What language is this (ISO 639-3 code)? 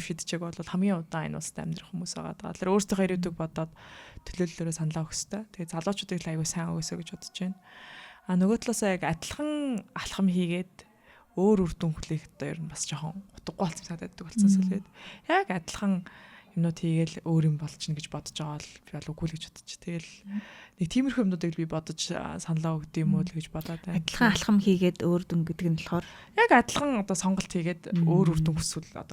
mon